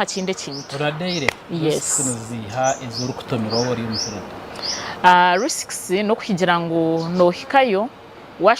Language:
Nyankole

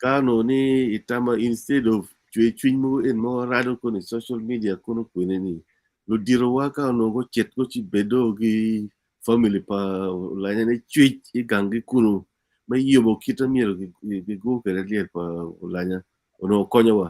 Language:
Acoli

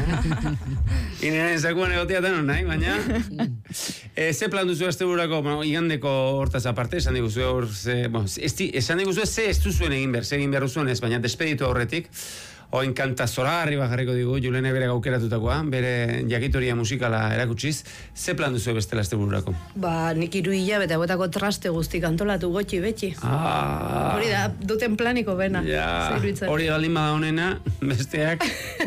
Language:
Basque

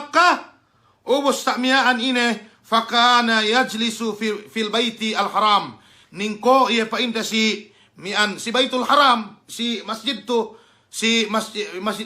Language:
Yakan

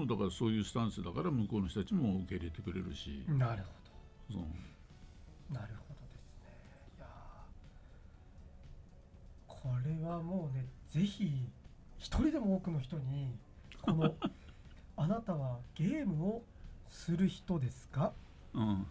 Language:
Japanese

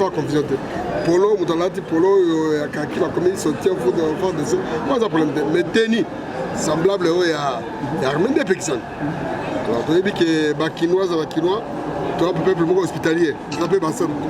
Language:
Lingala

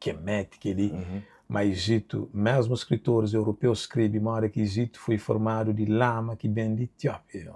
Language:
Kabuverdianu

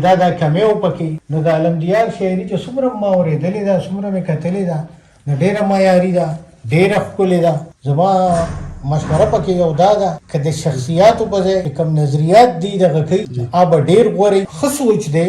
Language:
Pashto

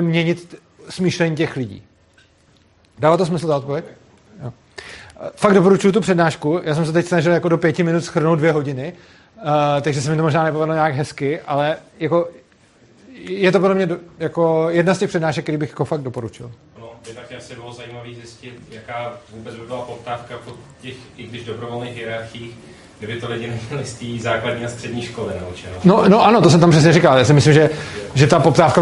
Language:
Czech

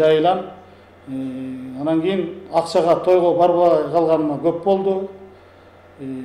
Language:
Kyrgyz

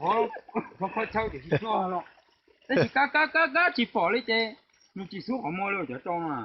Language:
Hmong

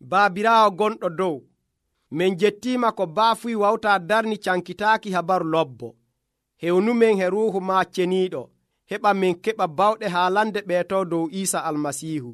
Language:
Nigerian Fulfulde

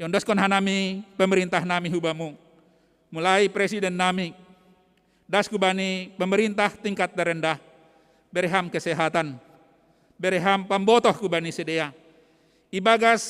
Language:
Batak Simalungun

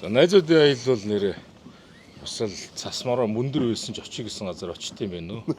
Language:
Mongolian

